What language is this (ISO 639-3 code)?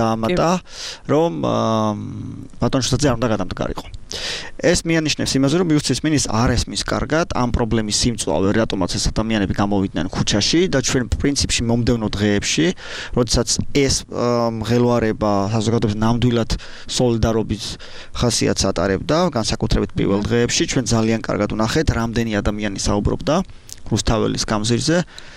kat